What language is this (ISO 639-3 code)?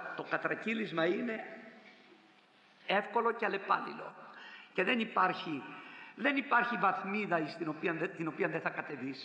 ell